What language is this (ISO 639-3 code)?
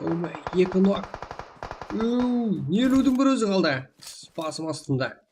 kaa